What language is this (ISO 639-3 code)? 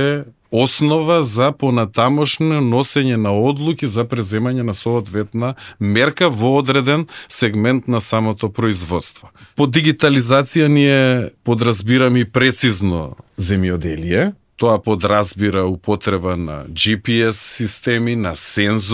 mkd